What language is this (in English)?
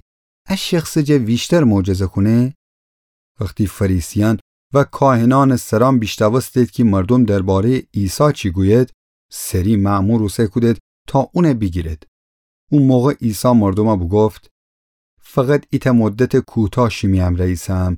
Gilaki